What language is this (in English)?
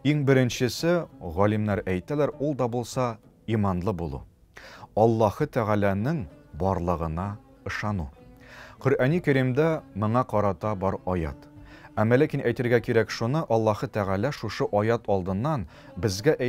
Tatar